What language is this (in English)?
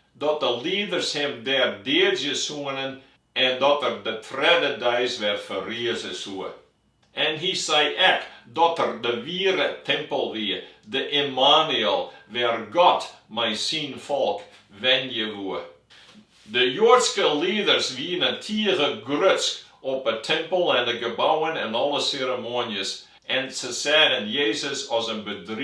Western Frisian